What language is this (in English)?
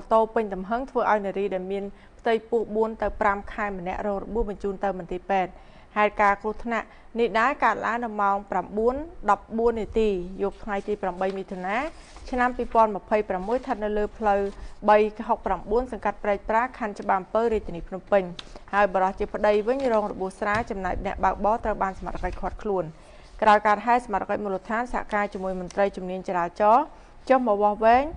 Khmer